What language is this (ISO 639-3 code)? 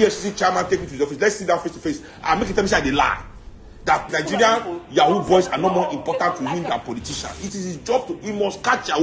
pcm